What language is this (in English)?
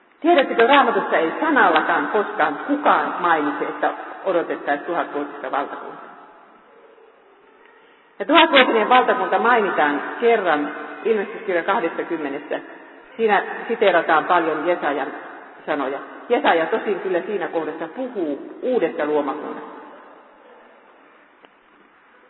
Finnish